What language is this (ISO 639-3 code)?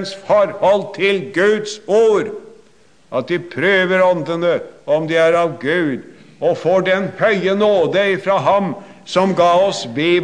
nor